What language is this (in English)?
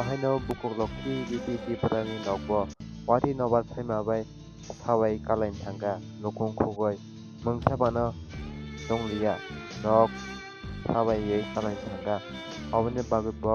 Kok Borok